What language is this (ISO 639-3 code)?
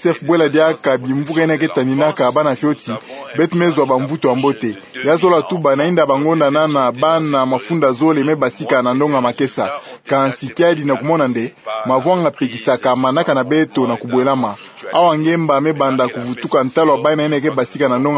ktu